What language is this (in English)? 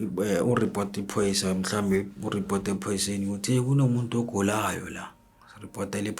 Zulu